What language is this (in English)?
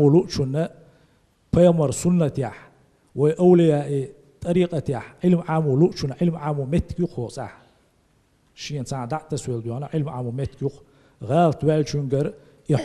Chechen